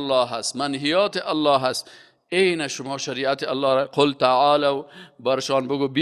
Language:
Persian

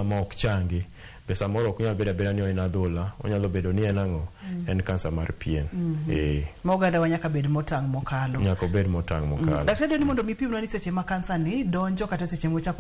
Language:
Luo (Kenya and Tanzania)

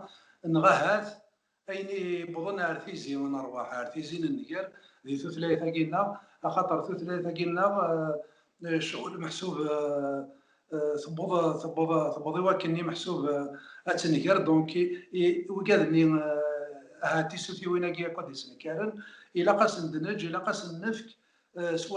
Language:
Kabyle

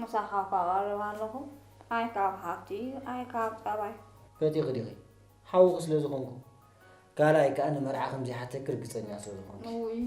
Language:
Tigrinya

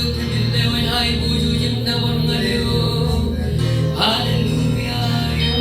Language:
Marshallese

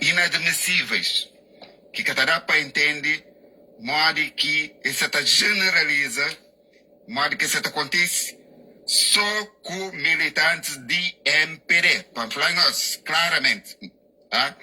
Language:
Kabuverdianu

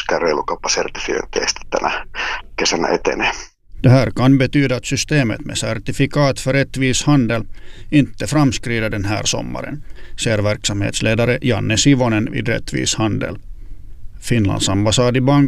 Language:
Swedish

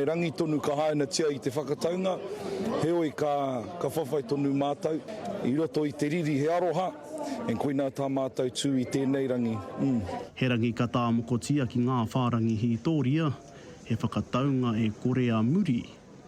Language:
Māori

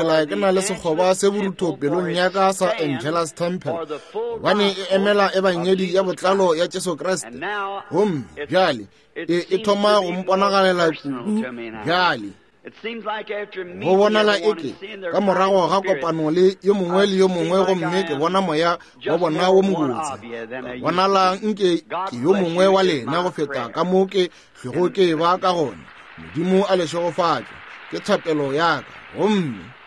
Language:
Northern Sotho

